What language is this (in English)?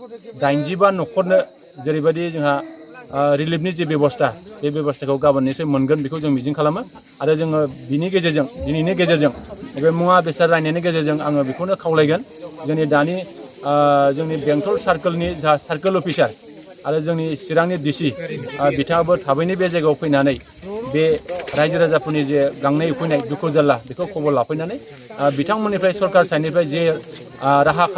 Bodo